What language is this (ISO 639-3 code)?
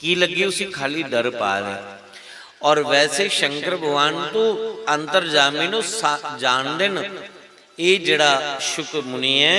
doi